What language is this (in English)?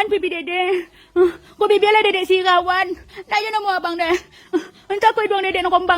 Minangkabau